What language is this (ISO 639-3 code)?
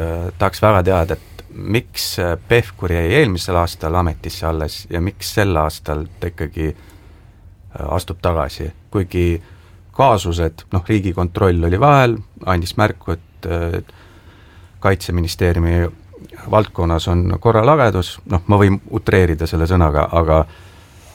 est